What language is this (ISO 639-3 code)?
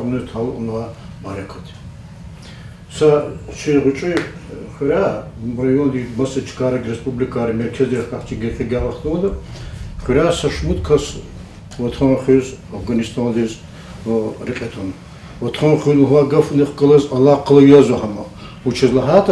lez